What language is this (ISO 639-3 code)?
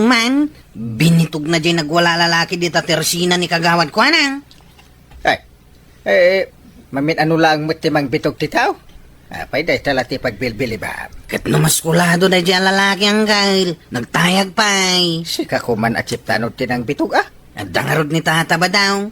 ilo